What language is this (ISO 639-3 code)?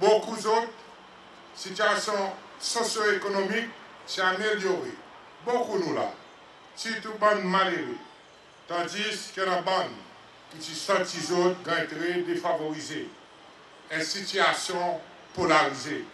crs